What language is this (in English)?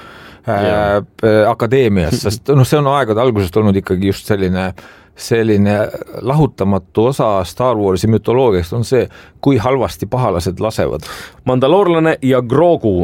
Estonian